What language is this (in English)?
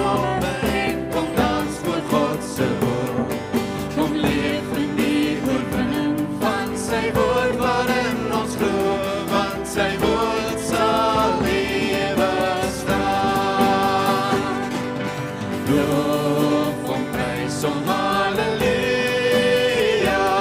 Afrikaans